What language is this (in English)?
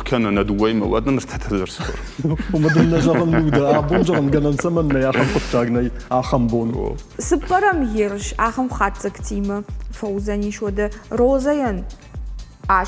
Ossetic